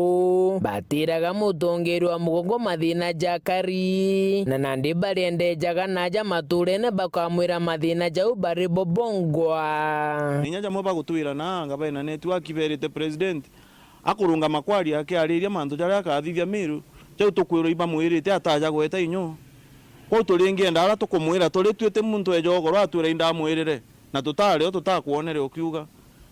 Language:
Meru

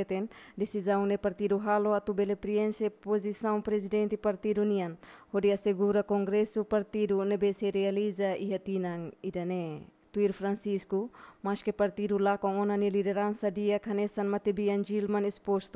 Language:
Tetum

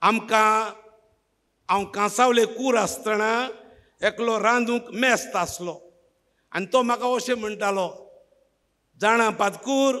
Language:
Konkani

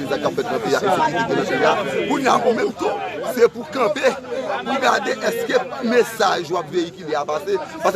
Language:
Haitian Creole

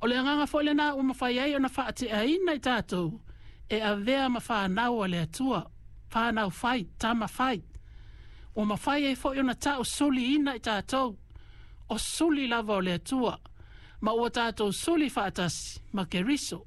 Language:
Samoan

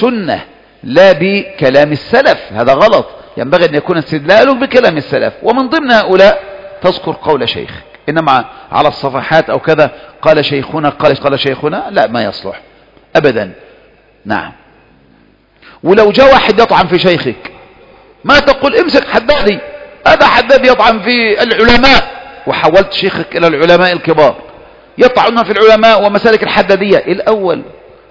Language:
Arabic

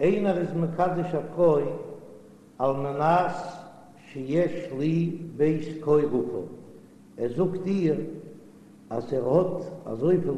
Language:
Yiddish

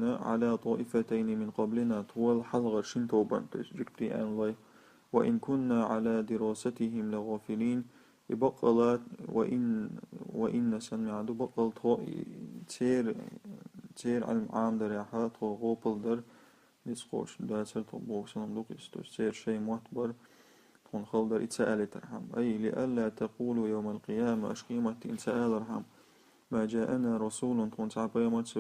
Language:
Chechen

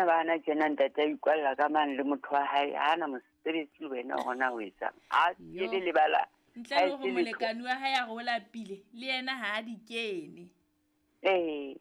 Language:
Southern Sotho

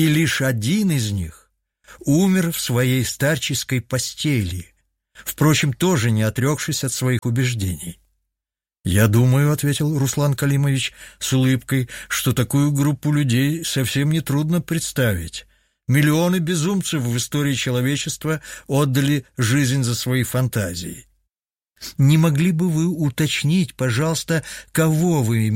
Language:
Russian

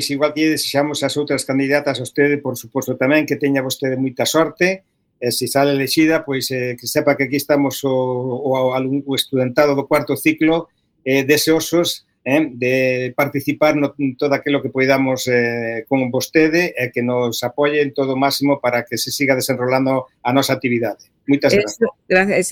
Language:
Galician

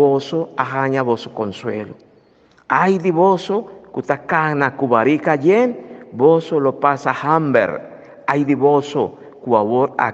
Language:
Papiamento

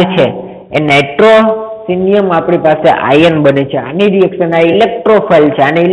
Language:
Gujarati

